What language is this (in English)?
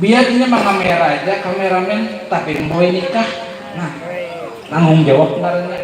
Banjar